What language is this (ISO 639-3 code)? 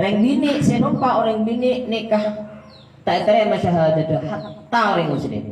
mad